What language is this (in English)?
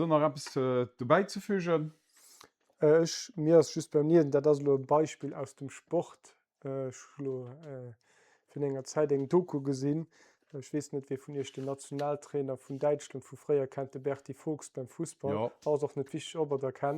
Luxembourgish